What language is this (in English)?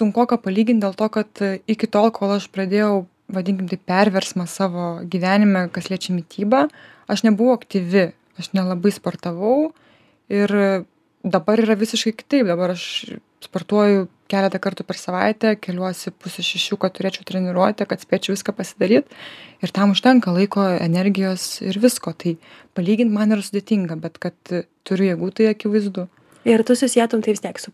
Lithuanian